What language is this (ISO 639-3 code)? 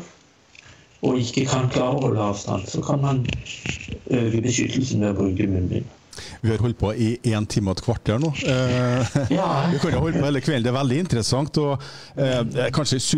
nor